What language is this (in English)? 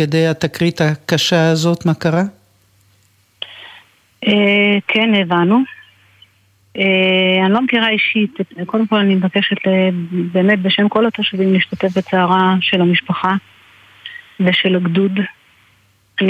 Hebrew